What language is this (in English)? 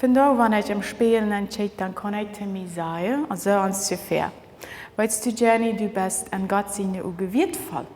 Plautdietsch